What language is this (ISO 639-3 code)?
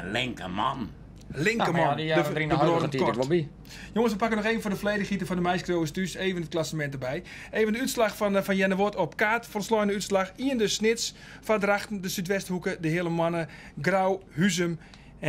fry